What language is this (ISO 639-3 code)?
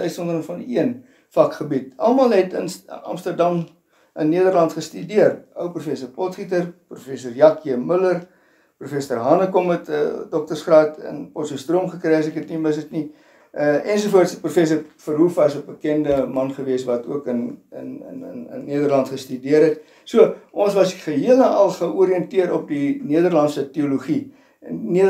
afr